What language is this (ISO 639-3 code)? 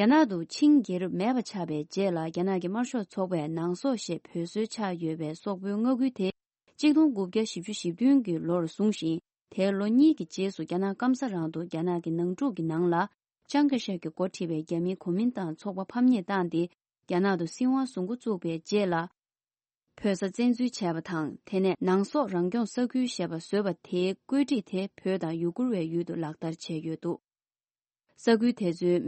bod